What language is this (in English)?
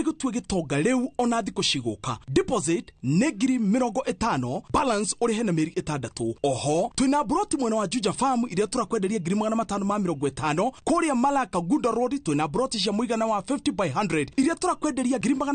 Kikuyu